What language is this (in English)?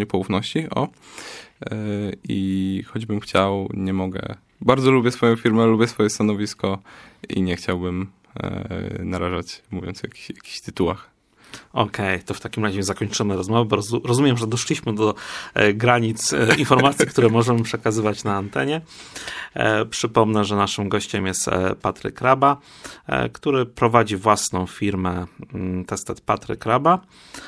Polish